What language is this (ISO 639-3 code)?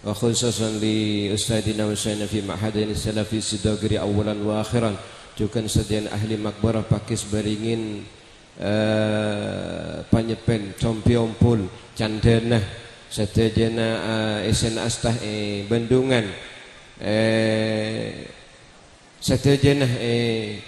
mad